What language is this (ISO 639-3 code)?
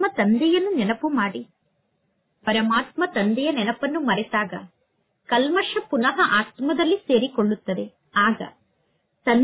kan